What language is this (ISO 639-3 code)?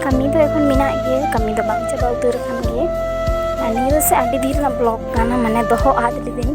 sat